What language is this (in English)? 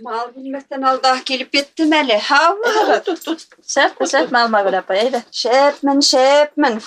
Bashkir